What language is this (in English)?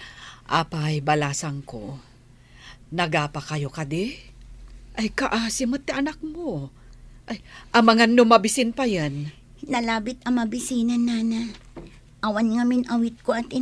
Iloko